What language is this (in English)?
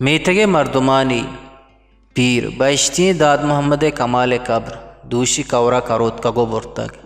Eastern Balochi